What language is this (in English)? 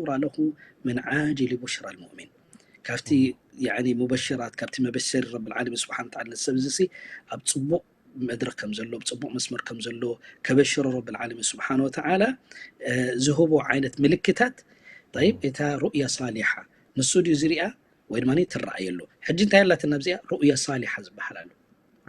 Tigrinya